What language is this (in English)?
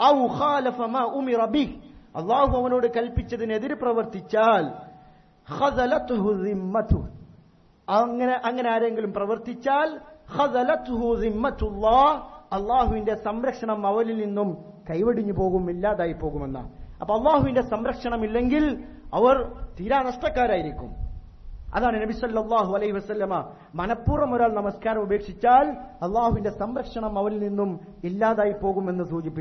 Malayalam